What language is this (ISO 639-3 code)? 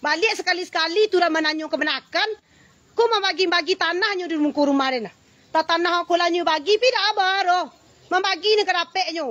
min